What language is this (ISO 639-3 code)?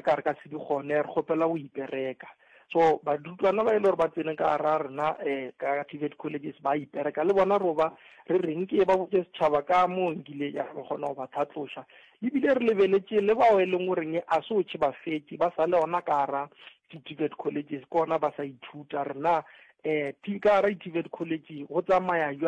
nso